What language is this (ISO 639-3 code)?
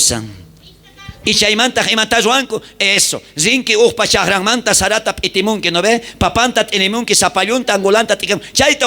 quh